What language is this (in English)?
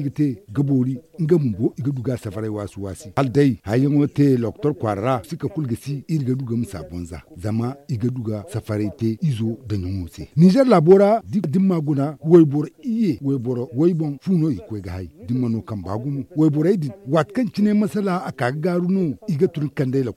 Zarma